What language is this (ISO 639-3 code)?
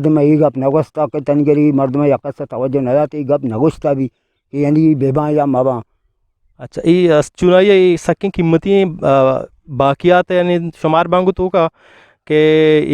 bgp